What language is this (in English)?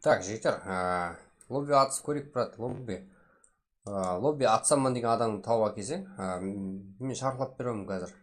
Kara-Kalpak